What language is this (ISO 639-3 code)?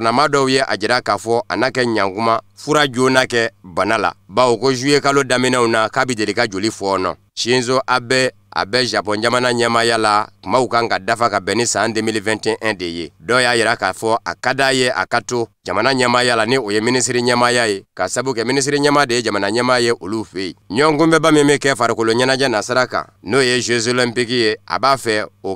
bam